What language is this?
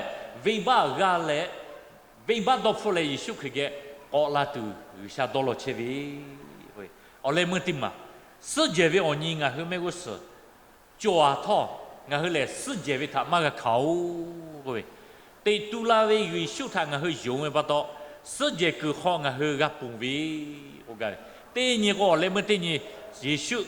Lahu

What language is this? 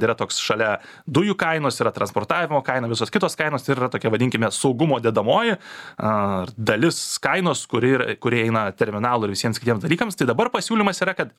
Lithuanian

